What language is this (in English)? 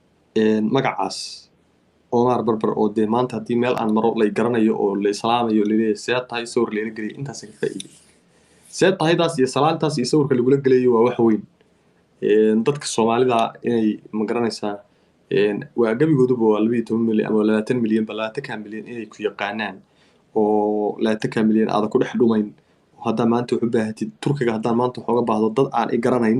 Somali